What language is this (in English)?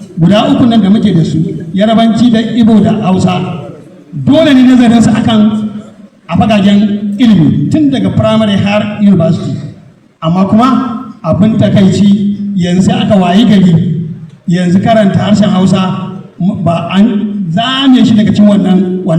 Hausa